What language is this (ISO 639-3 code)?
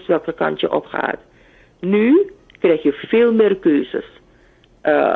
nld